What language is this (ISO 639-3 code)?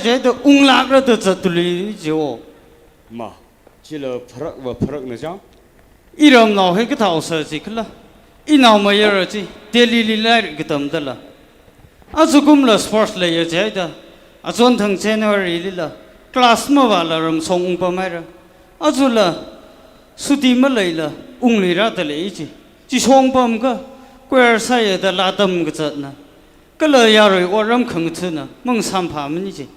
nmf